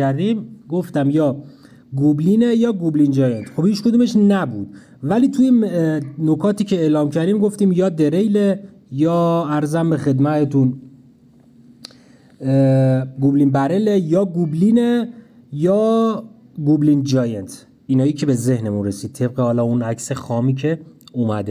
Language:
Persian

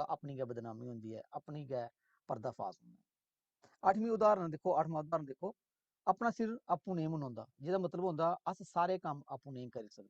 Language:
Dogri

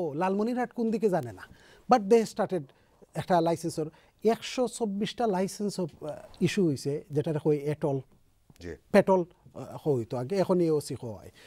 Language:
Bangla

